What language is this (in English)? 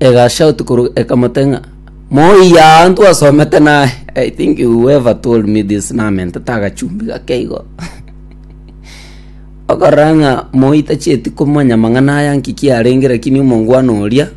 Gusii